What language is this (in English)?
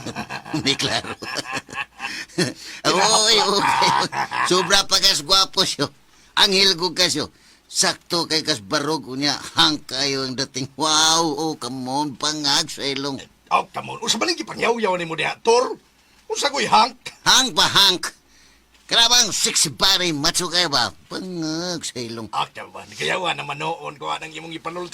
Cebuano